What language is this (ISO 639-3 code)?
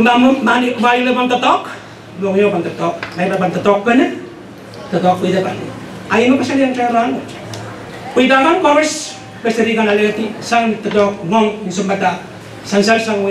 pon